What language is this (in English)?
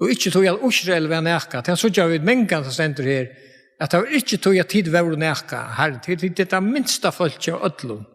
Faroese